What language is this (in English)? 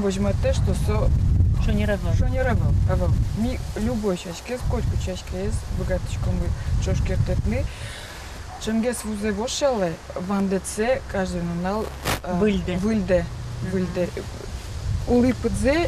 Udmurt